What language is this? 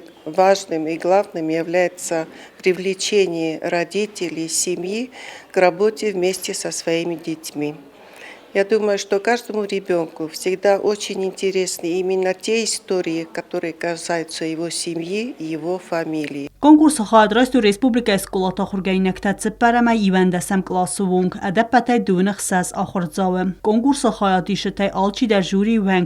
Ossetic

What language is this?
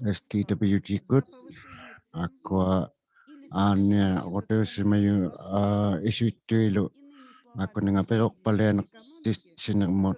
Inuktitut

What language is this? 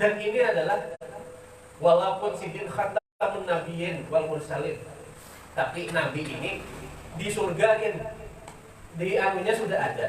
Banjar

